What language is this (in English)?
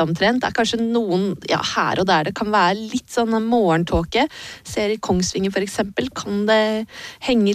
Norwegian